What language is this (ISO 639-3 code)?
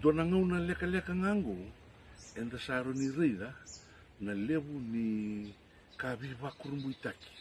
fij